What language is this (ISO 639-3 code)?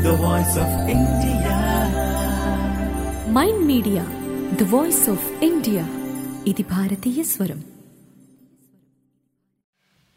tel